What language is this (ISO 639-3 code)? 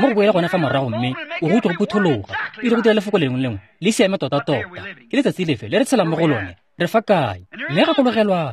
tsn